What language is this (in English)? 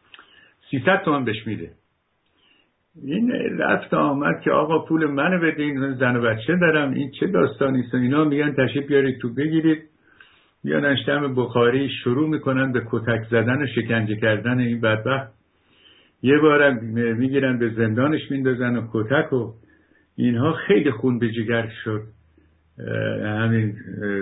Persian